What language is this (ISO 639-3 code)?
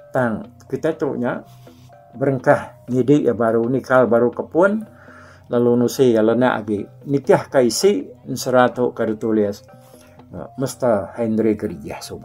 iba